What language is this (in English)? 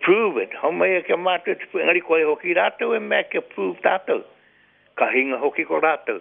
Māori